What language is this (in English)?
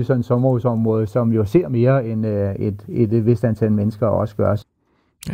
Danish